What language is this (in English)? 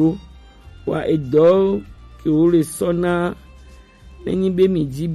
Gen